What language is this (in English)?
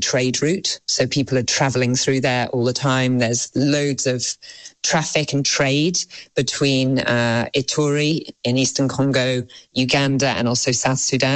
English